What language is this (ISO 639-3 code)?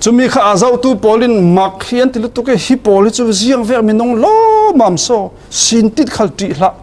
cfm